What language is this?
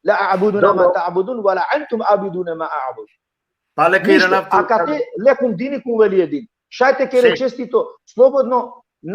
Balkan Romani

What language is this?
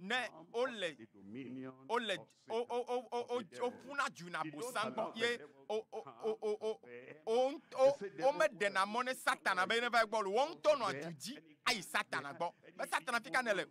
Ewe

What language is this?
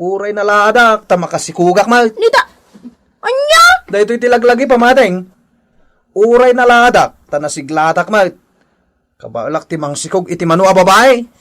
Iloko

